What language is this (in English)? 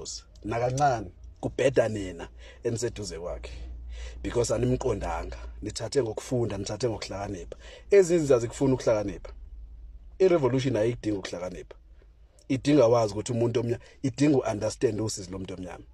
Zulu